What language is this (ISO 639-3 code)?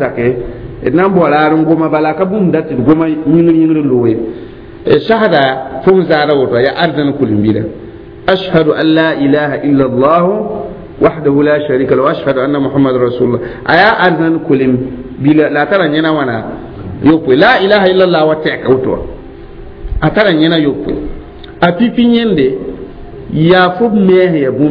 mos